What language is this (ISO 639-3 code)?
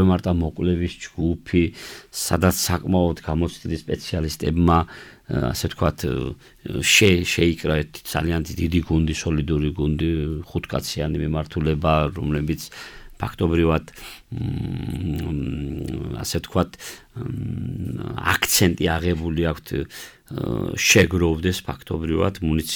kat